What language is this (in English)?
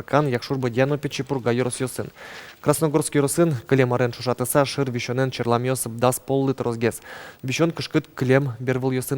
Udmurt